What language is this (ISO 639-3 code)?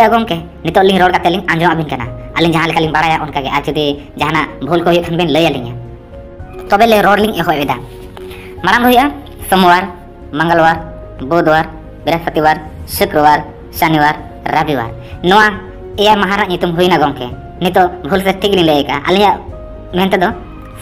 sat